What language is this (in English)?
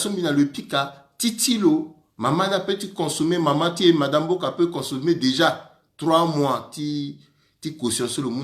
Sango